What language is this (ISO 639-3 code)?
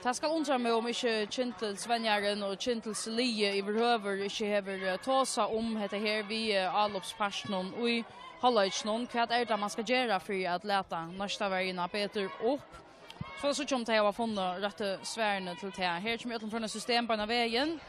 fao